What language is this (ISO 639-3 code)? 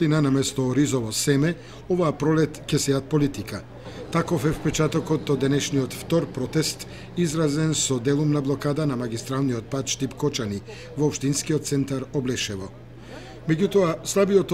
mkd